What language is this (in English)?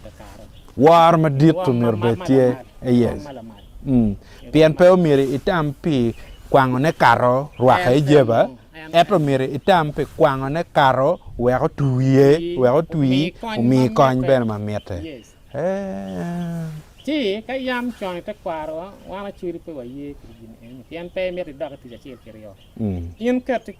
Acoli